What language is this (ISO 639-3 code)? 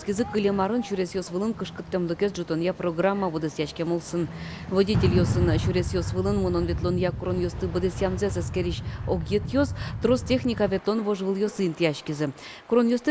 udm